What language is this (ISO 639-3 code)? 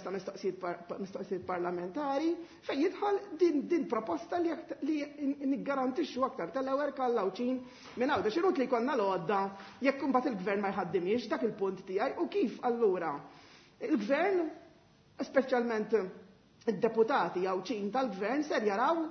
mlt